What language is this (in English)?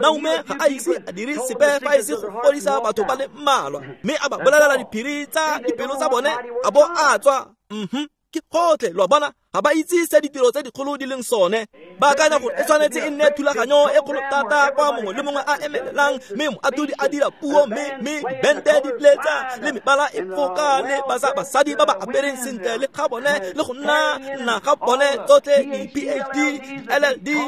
Tswana